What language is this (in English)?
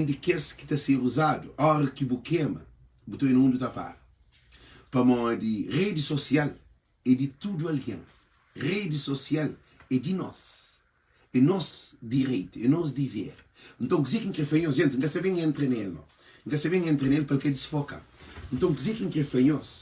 Kabuverdianu